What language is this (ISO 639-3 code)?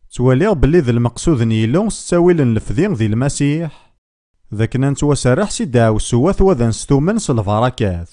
kab